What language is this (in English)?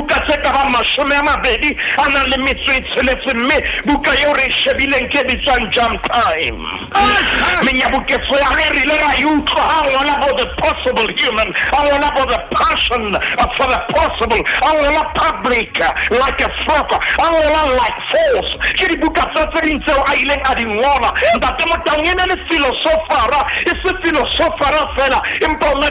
Southern Sotho